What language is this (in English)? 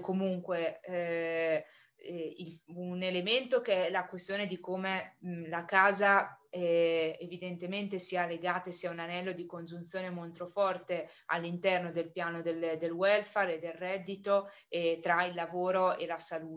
Italian